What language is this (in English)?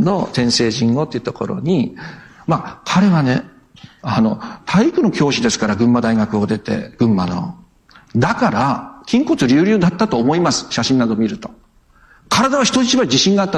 Japanese